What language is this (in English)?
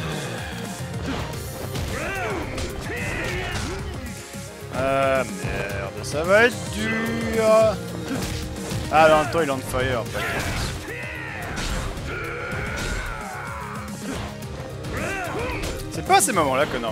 French